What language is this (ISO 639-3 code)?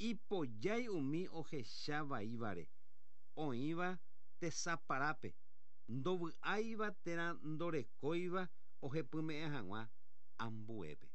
grn